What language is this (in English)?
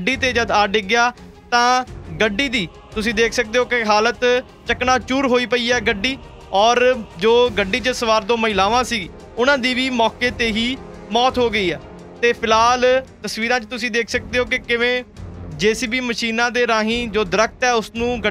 Punjabi